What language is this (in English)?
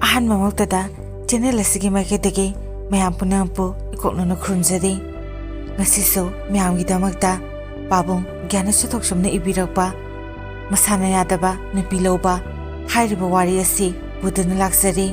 Manipuri